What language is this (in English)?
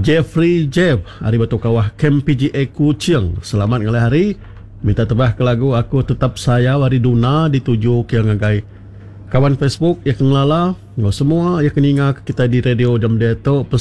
Iban